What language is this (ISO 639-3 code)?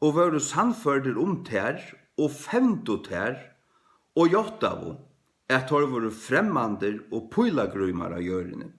fao